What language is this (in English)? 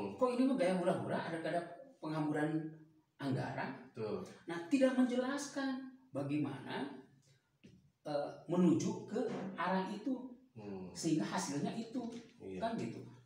Indonesian